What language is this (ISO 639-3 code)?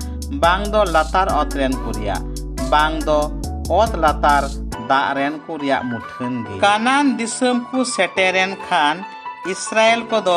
sat